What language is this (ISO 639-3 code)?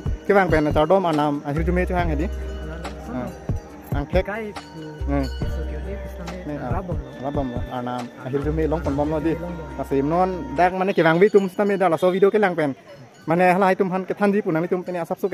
mjw